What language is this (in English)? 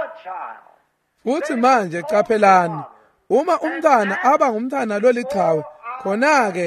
Swati